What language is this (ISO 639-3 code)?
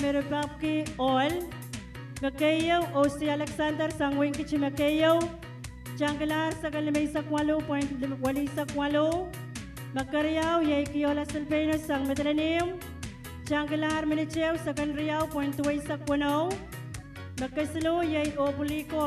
pon